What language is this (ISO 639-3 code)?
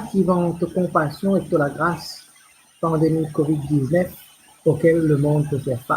mfe